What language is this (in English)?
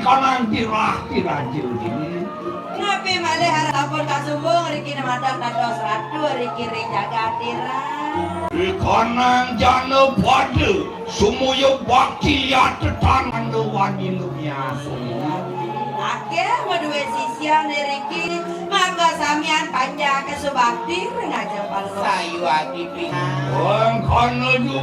Balinese